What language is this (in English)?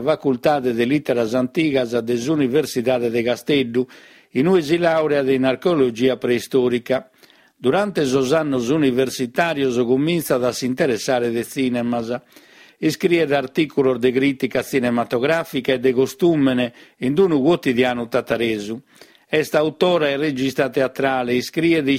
Sardinian